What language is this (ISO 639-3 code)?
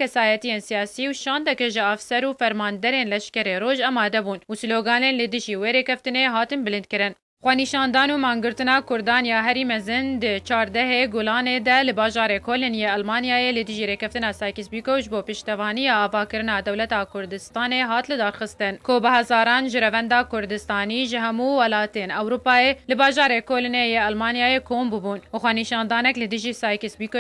kur